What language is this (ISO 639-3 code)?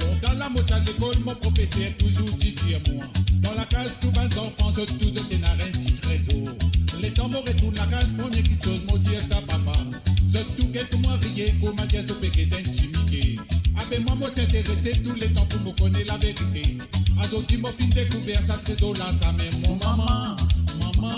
mfe